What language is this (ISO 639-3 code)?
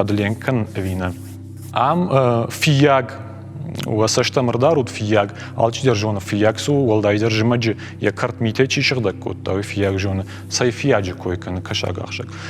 oss